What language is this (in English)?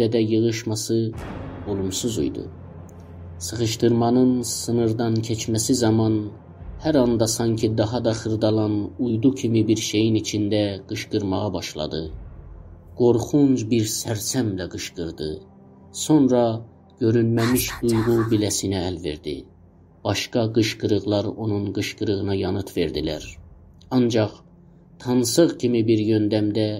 South Azerbaijani